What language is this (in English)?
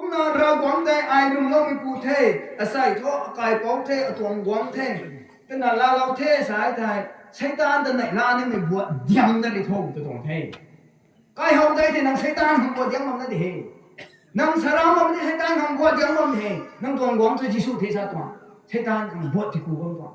Rongmei Naga